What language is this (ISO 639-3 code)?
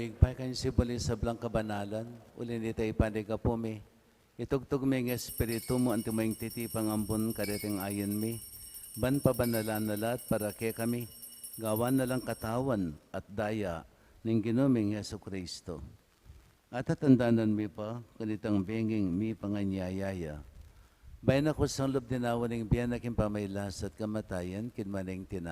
pam